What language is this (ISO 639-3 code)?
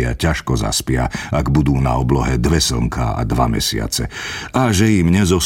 slk